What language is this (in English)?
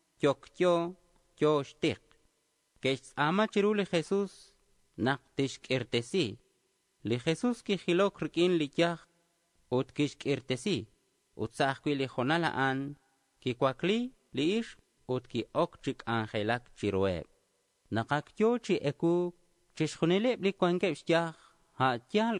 Kekchí